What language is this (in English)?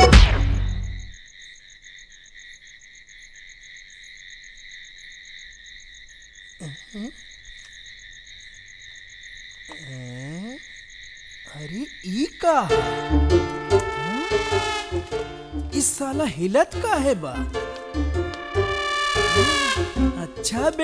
Bhojpuri